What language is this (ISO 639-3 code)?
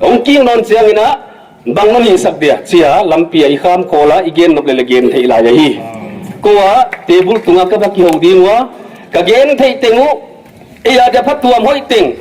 pck